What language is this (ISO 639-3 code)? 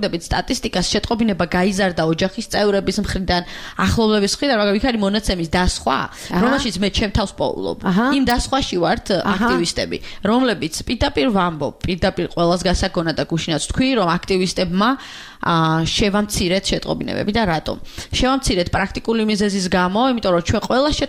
kat